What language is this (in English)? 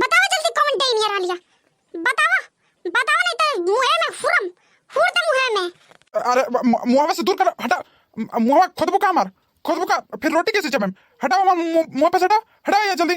Bhojpuri